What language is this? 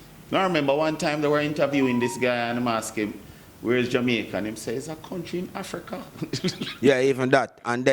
Jamaican Creole English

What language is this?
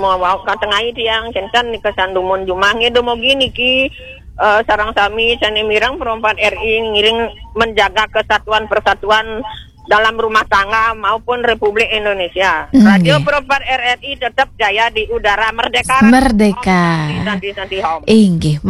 Balinese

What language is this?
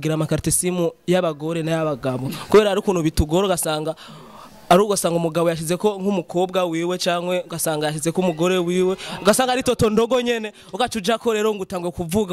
Rundi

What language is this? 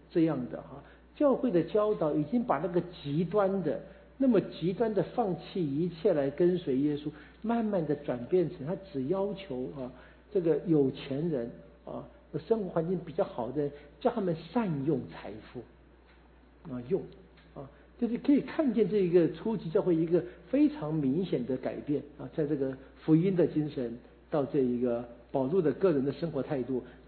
Chinese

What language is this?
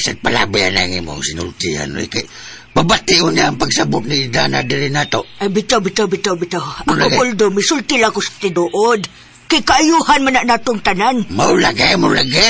Cebuano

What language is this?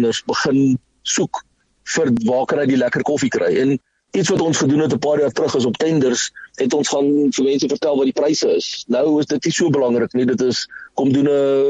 Afrikaans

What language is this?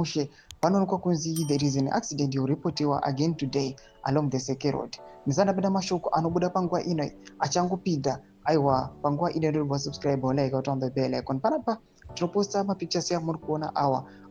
Shona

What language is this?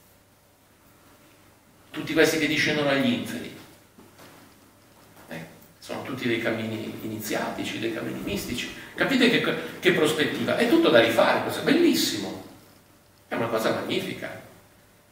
Italian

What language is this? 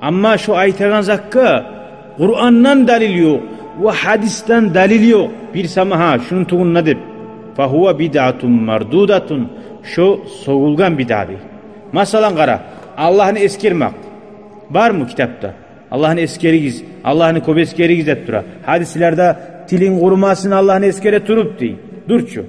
Kumyk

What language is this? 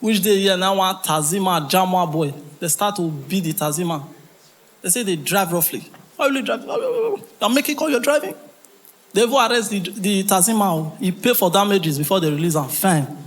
Nigerian Pidgin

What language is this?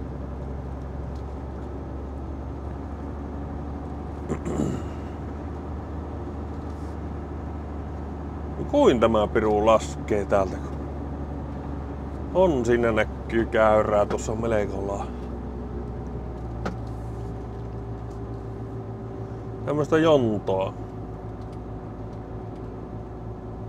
Finnish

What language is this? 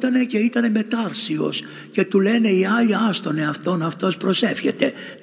Greek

